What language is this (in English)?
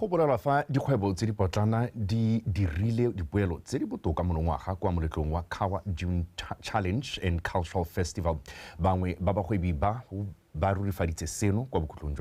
Tswana